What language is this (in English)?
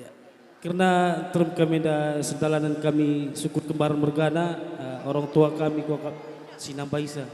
Batak Karo